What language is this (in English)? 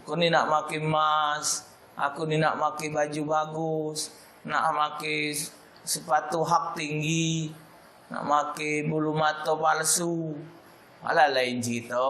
Musi